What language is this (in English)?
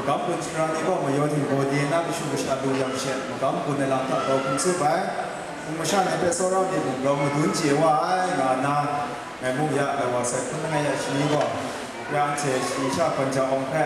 Kachin